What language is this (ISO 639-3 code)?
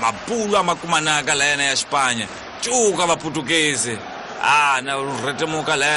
tso